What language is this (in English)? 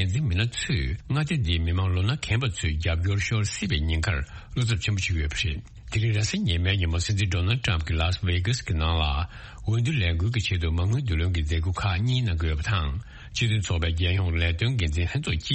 Tibetan